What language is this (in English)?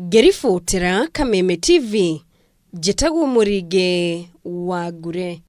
Kikuyu